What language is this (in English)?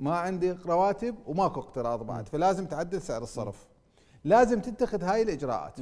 Mesopotamian Arabic